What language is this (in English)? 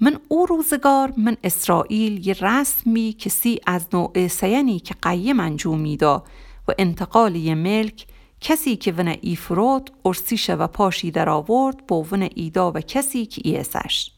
Gilaki